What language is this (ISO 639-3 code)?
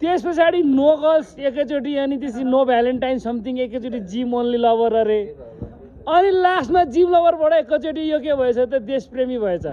nep